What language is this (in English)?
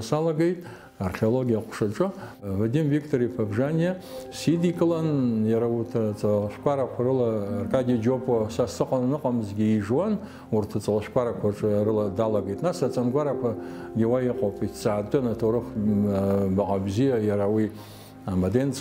Abkhazian